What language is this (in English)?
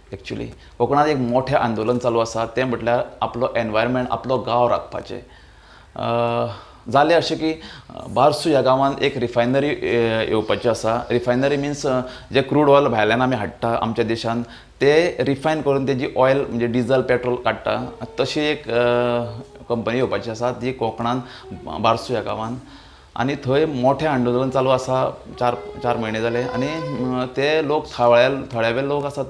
Konkani